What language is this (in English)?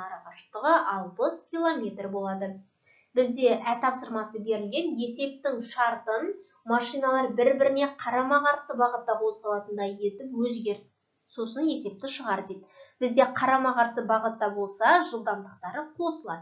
Kazakh